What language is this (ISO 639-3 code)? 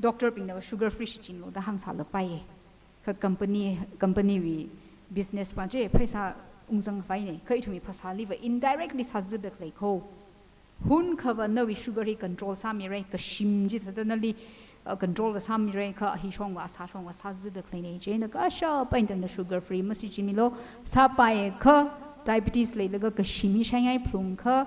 nmf